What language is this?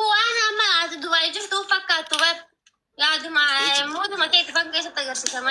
Oromo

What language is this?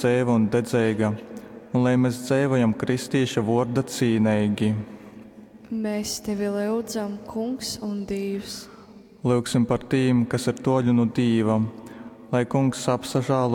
Latgalian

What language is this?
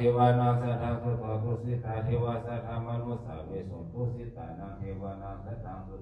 Pali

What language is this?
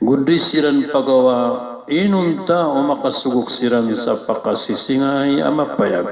Maranao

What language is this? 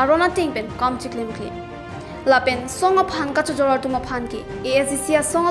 Karbi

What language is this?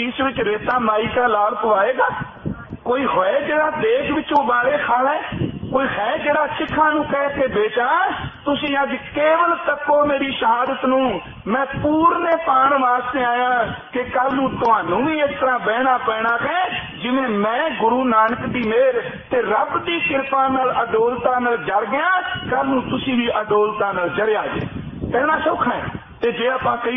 Punjabi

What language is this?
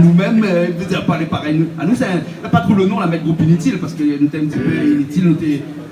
Réunion Creole French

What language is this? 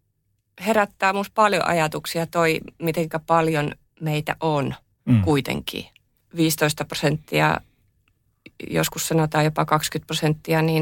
Finnish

